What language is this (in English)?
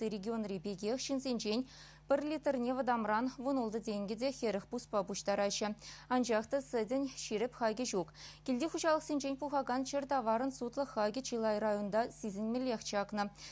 Chuvash